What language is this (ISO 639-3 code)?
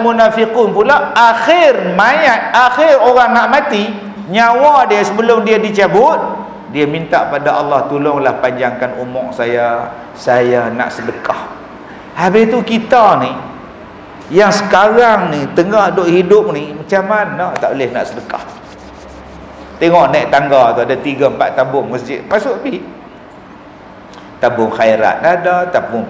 msa